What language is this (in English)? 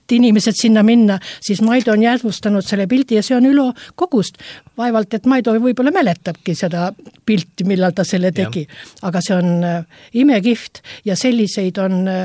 Estonian